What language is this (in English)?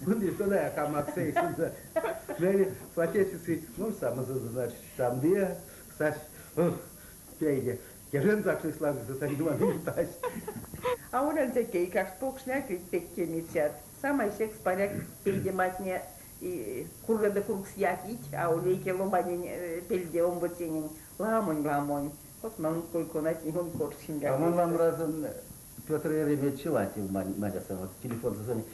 Erzya